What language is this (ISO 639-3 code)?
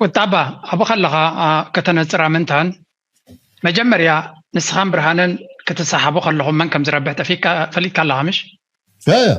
tir